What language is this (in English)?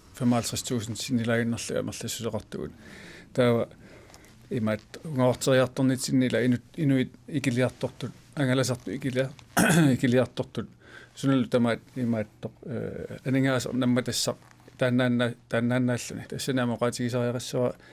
Kalaallisut